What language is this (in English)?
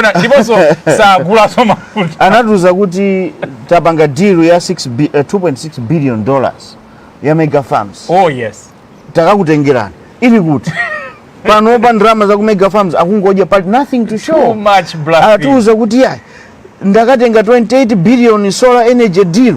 Nyanja